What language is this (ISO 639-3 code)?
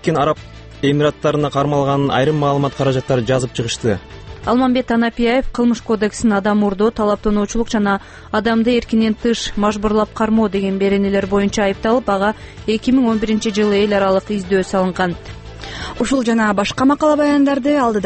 kir